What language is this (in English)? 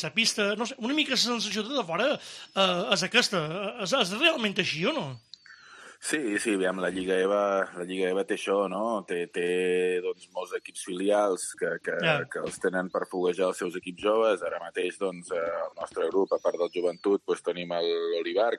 Catalan